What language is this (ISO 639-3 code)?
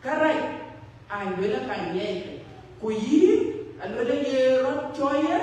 din